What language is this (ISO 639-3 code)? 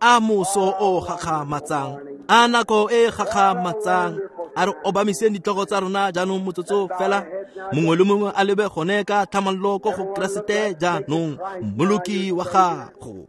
tsn